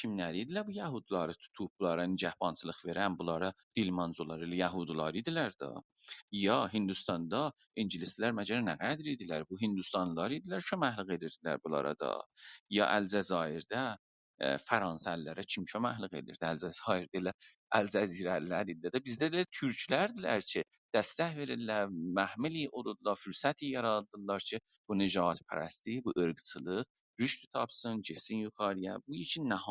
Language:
South Azerbaijani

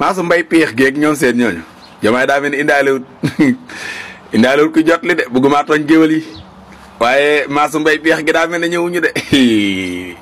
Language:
Wolof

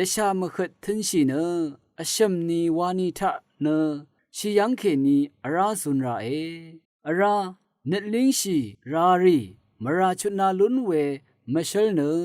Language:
Rawang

